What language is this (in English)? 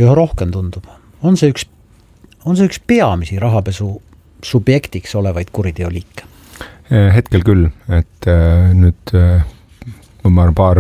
Estonian